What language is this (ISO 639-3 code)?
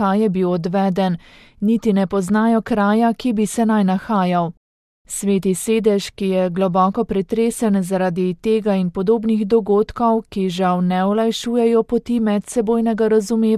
slv